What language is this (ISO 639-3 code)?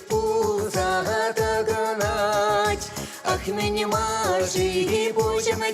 chv